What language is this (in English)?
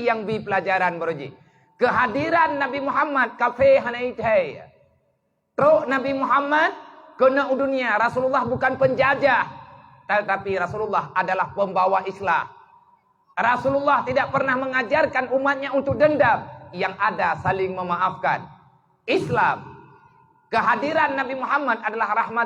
Achinese